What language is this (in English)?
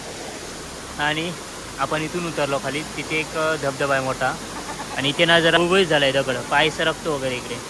Marathi